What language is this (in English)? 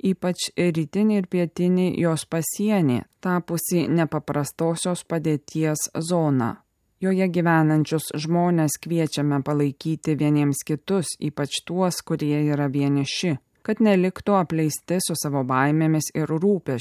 Lithuanian